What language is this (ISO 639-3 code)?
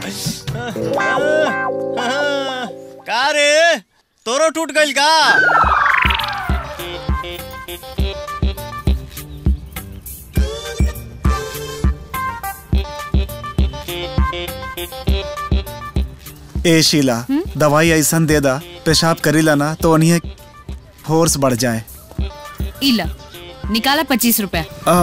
bho